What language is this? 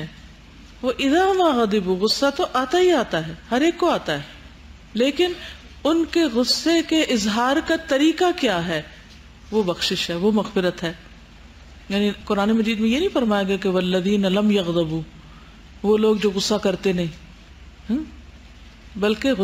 Urdu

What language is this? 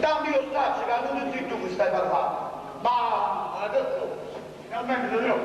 Neapolitan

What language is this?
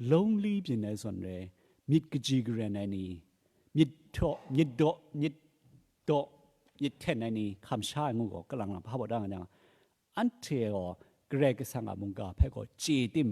Kachin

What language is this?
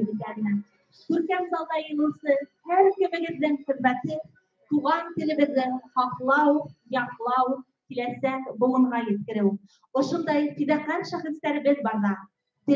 Bashkir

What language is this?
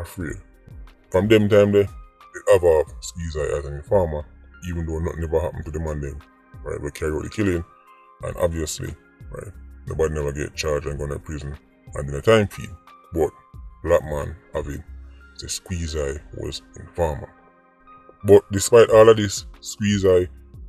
Jamaican Creole English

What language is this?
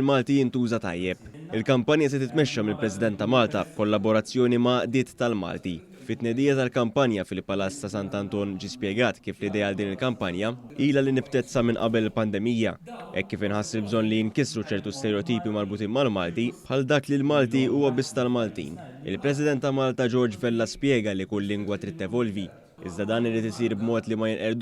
Maltese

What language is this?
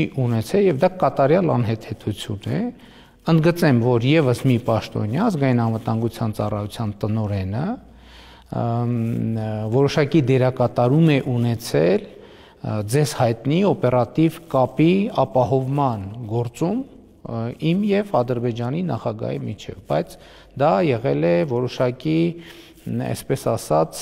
Armenian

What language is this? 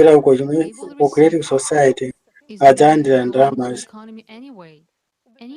Nyanja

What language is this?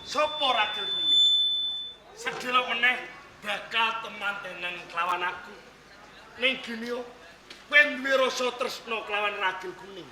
Javanese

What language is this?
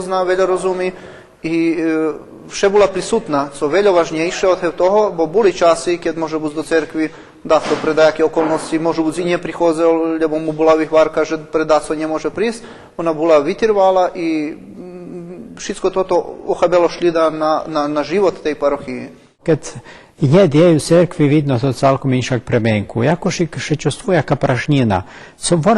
Rusyn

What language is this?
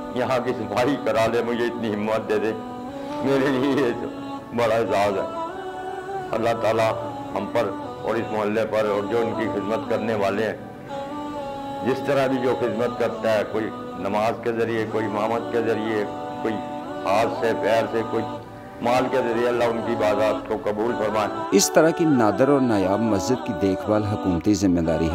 Urdu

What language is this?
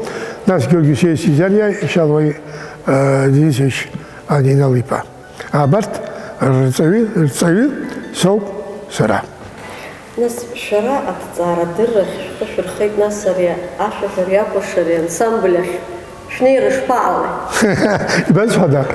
Abkhazian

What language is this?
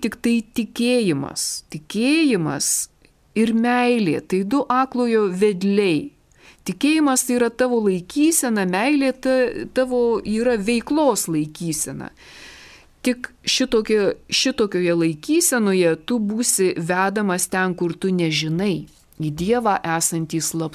Lithuanian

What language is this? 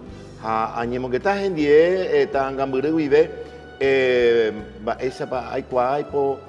Guarani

